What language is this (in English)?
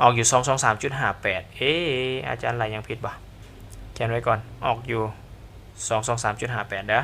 Lao